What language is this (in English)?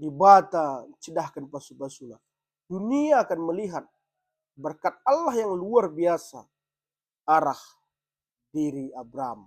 Batak Karo